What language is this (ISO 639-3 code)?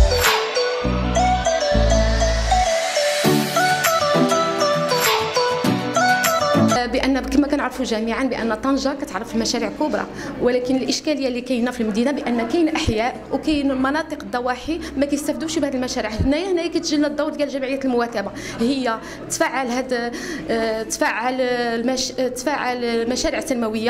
ary